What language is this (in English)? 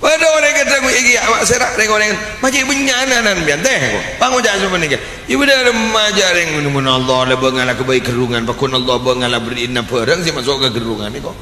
Madurese